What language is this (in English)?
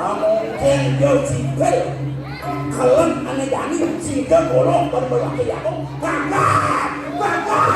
Balinese